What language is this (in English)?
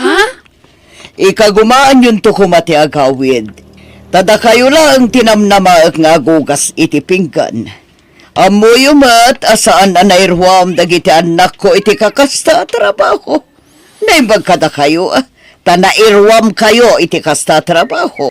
Iloko